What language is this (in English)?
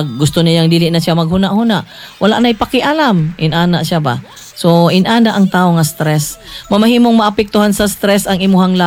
Cebuano